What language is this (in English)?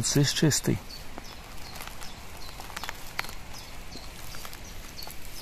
Ukrainian